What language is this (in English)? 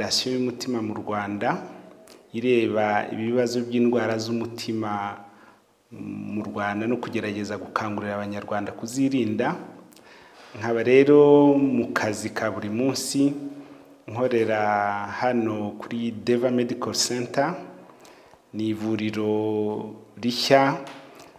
Kinyarwanda